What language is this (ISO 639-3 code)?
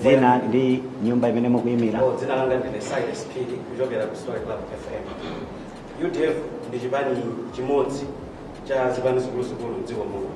nya